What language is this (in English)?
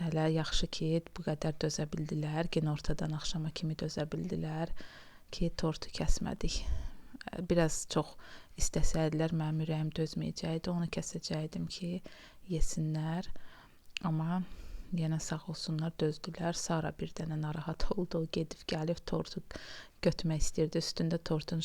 Azerbaijani